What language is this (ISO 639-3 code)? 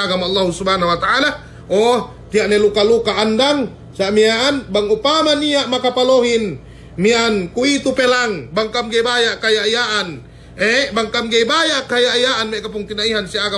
yka